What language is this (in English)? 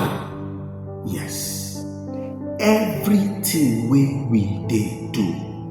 Nigerian Pidgin